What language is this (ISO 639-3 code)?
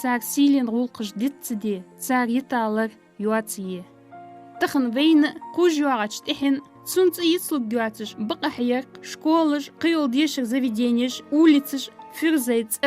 inh